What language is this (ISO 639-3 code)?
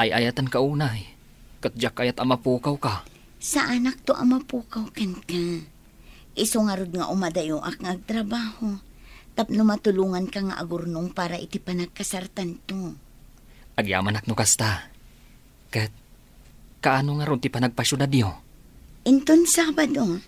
ilo